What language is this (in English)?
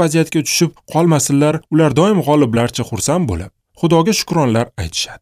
Uzbek